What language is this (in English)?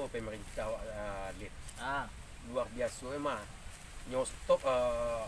Minangkabau